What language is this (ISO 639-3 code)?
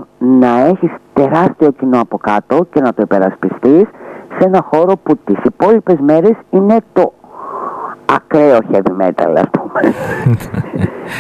ell